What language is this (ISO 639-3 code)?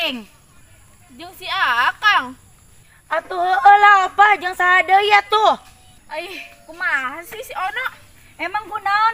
sun